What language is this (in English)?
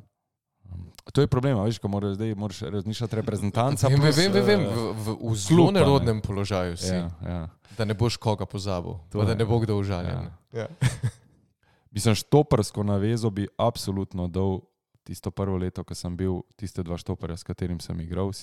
Slovenian